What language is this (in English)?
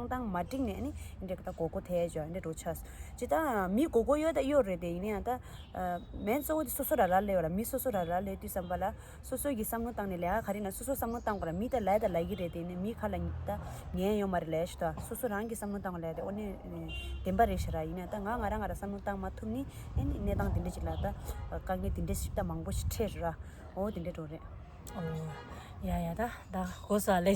Tibetan